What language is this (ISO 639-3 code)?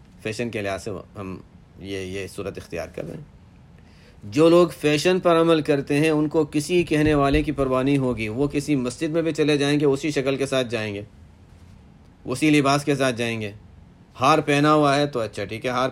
urd